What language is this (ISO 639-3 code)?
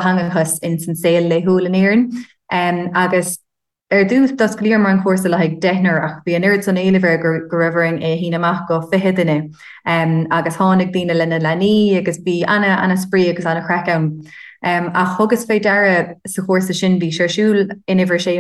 gle